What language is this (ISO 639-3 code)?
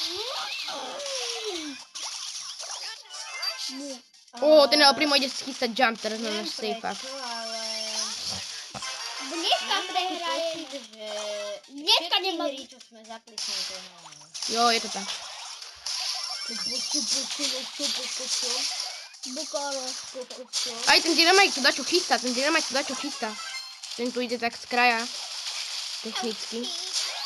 slk